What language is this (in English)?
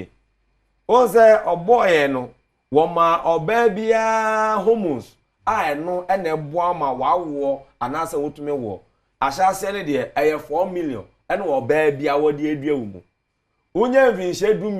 Akan